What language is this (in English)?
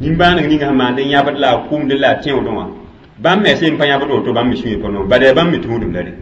Mossi